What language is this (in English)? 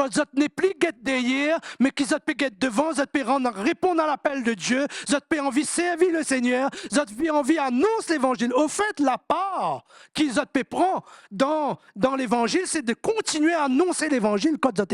Morisyen